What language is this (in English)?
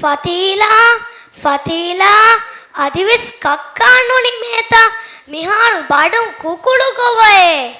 Divehi